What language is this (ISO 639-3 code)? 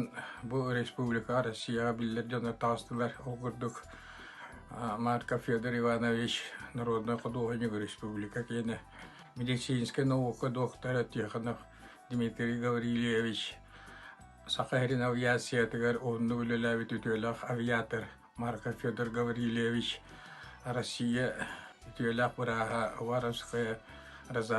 sah